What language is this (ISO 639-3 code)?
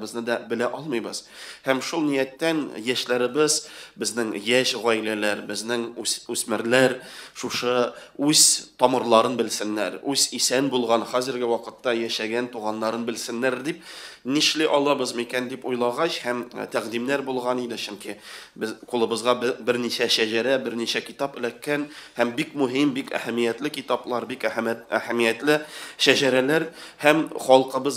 tat